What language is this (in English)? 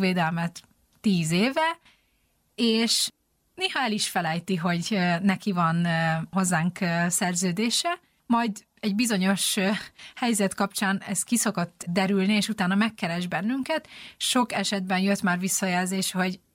Hungarian